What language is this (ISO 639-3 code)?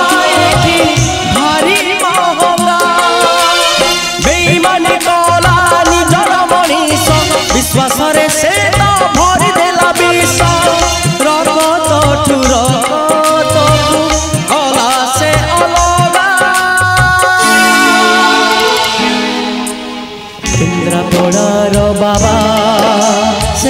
ori